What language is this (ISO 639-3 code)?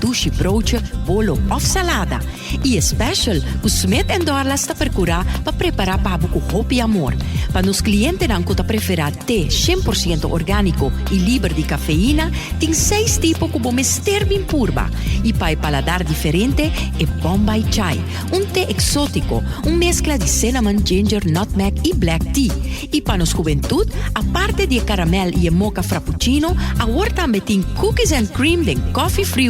pap